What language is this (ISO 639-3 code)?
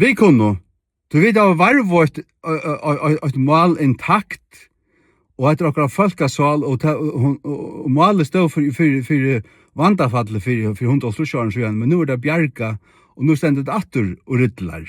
fao